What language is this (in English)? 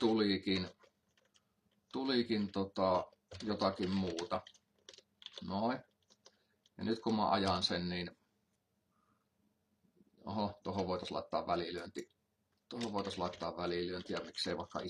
Finnish